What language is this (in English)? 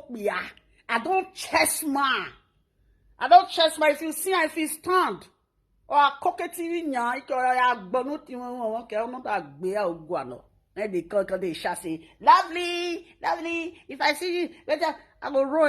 Nigerian Pidgin